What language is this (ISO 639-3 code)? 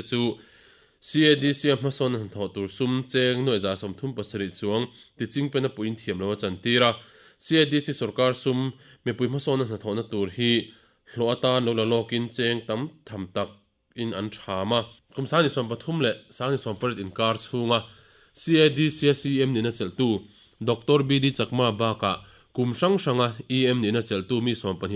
lus